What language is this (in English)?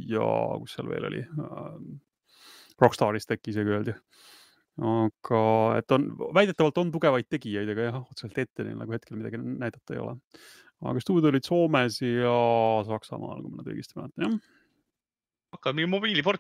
Estonian